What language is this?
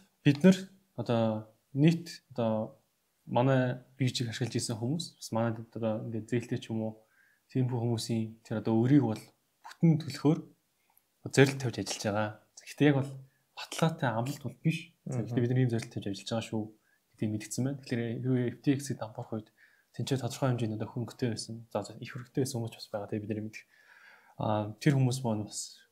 Mongolian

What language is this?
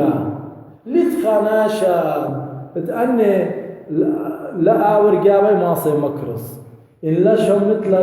Assyrian Neo-Aramaic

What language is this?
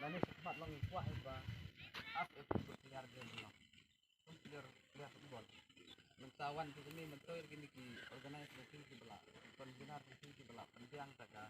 Khasi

